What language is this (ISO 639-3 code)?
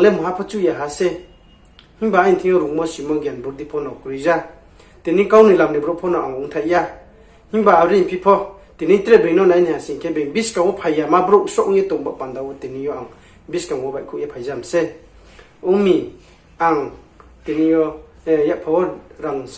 ria